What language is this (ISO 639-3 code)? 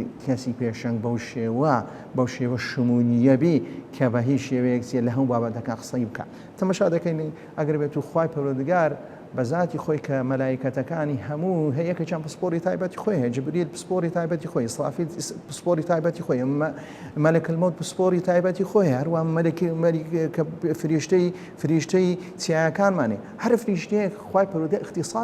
ckb